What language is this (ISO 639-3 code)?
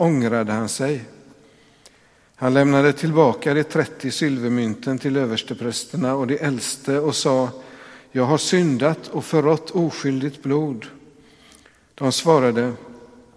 swe